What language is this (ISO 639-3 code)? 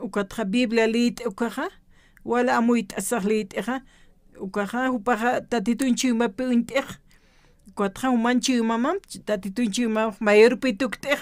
aym